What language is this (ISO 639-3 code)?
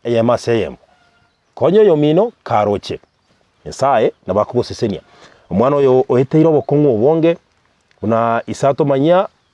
guz